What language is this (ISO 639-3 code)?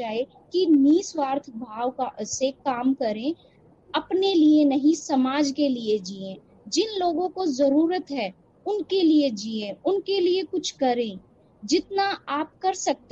hin